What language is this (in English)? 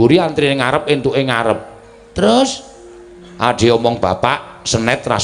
Javanese